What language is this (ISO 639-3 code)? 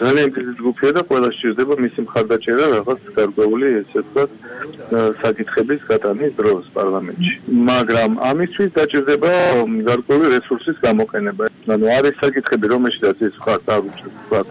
kat